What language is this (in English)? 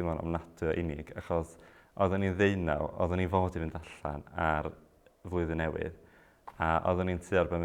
Welsh